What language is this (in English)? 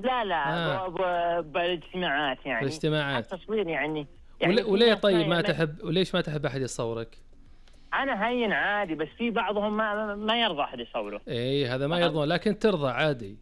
Najdi Arabic